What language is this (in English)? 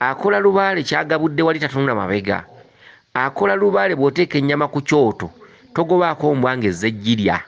Ganda